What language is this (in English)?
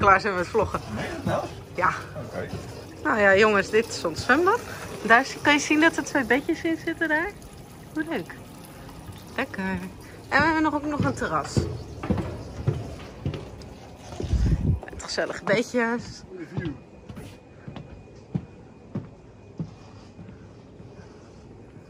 Dutch